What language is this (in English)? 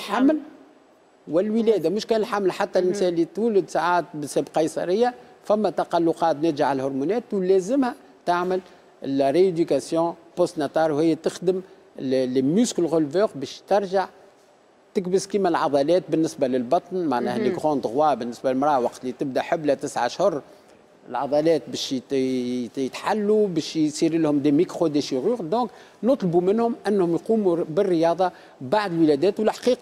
Tunisian Arabic